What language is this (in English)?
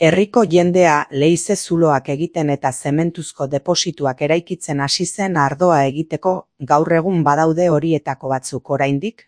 Basque